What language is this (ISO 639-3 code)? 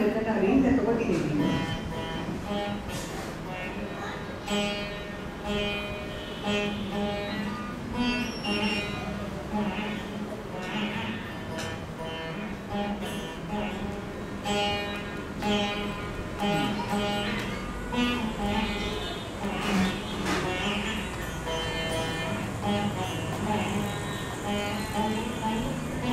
kan